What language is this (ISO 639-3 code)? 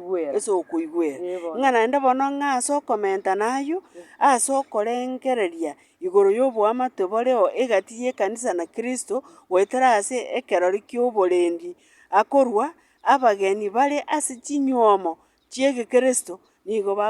guz